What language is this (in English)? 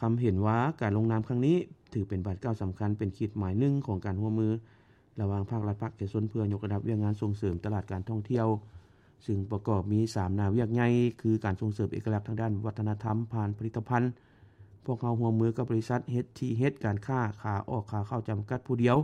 Lao